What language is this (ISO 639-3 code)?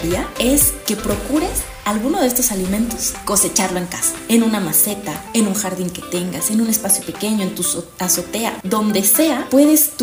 spa